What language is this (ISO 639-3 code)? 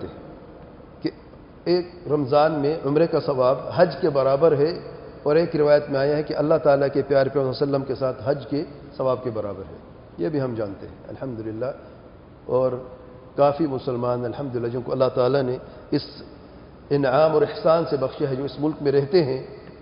urd